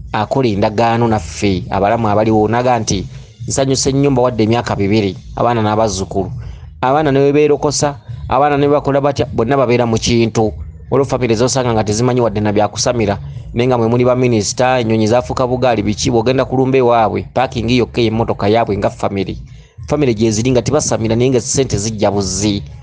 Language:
Ganda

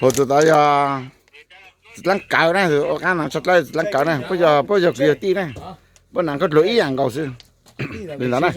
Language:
Hmong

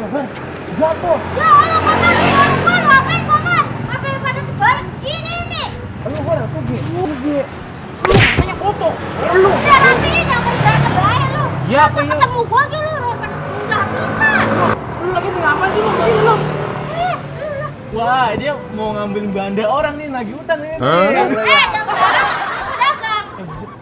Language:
Betawi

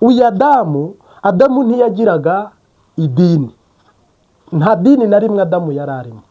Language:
Kinyarwanda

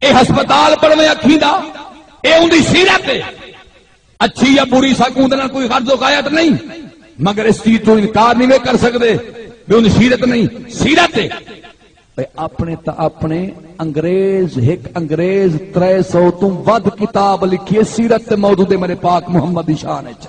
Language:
Saraiki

